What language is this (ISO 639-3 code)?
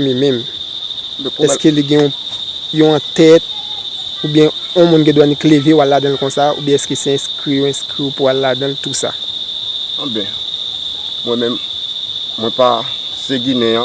hat